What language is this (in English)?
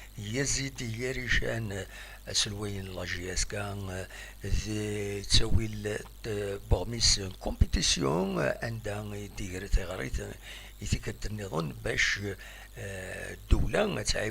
Kabyle